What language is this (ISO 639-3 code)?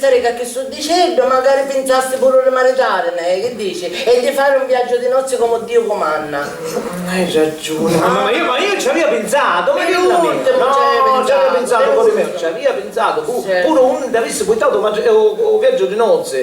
scn